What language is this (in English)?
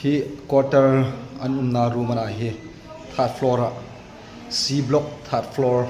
Hmar